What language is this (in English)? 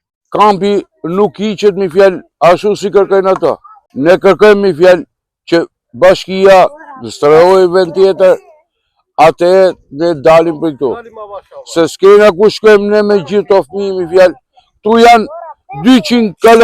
Albanian